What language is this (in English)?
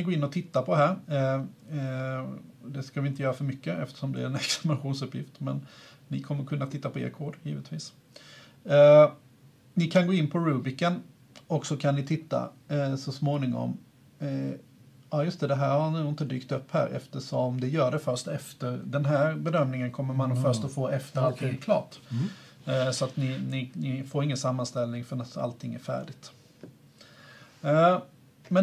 Swedish